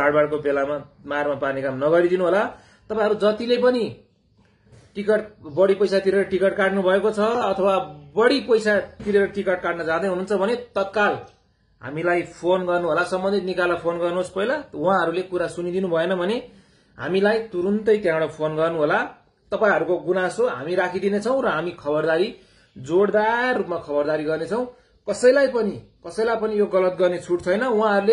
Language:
Nepali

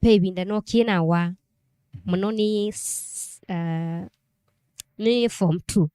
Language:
Kamba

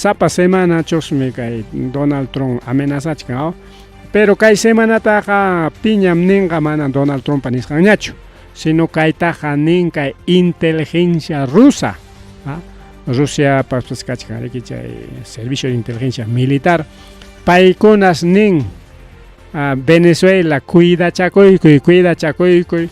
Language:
Ayacucho Quechua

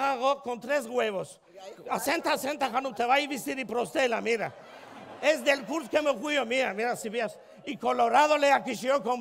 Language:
Ladino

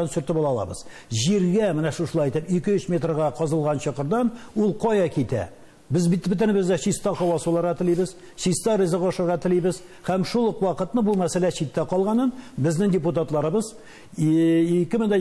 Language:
Tatar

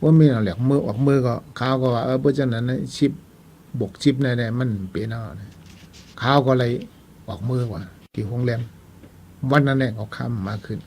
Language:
Shan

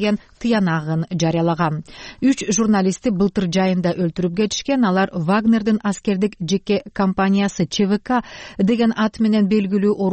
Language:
Kyrgyz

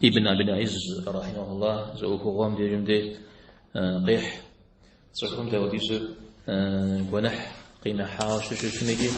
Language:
Kabardian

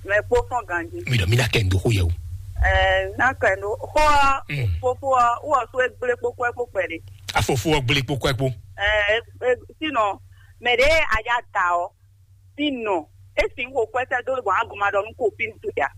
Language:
Fon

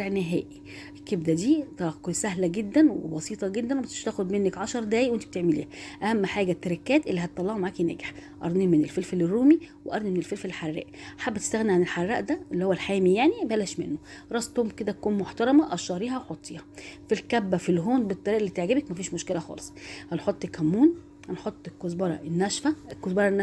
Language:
Egyptian Arabic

